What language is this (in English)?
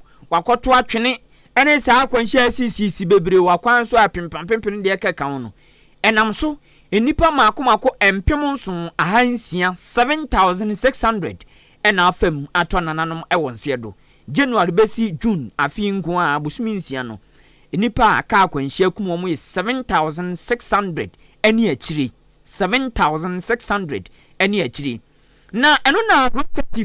Akan